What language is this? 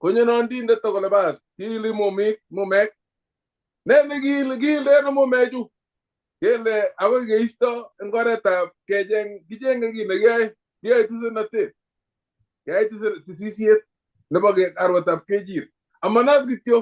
Kalenjin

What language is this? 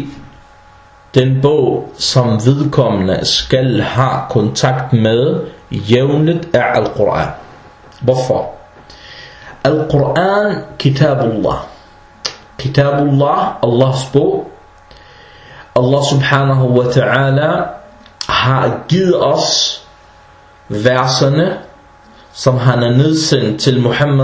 Danish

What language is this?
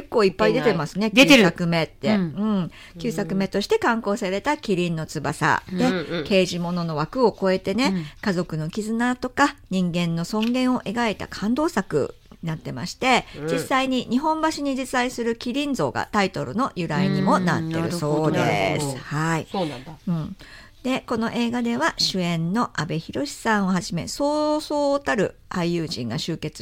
Japanese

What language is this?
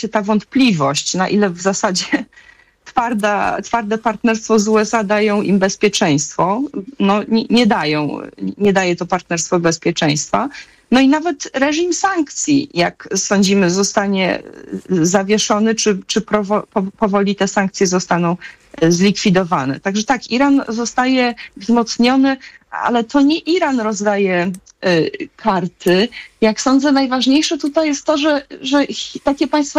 Polish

